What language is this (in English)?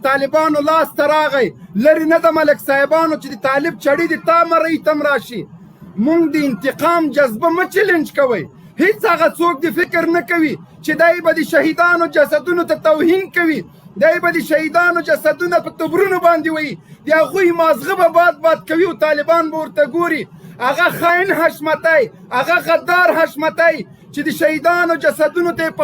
Pashto